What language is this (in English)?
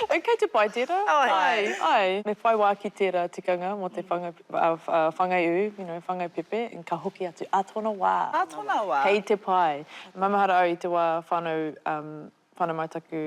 Māori